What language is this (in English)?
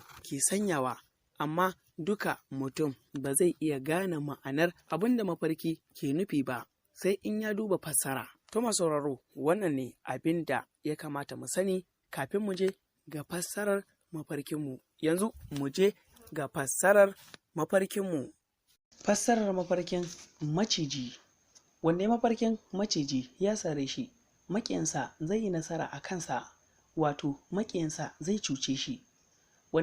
Hausa